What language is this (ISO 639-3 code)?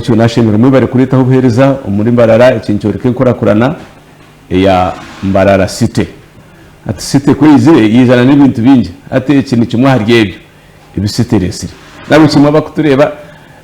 nyn